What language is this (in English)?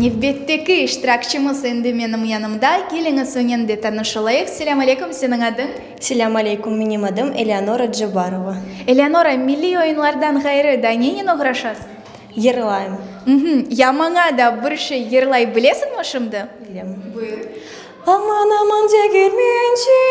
Crimean Tatar